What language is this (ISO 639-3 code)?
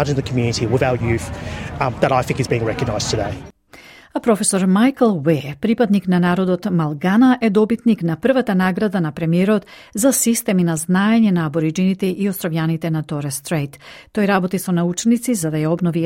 mkd